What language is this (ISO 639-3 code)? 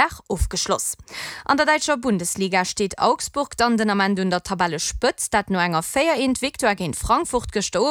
ltz